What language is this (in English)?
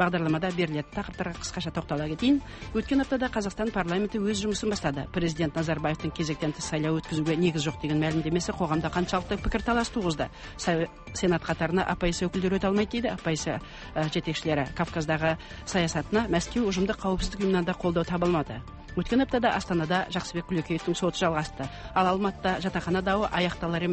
Kazakh